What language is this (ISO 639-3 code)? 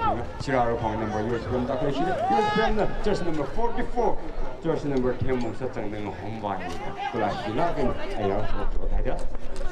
nmf